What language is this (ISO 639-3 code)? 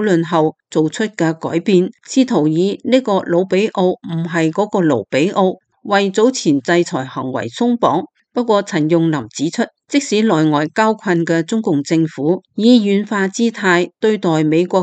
yue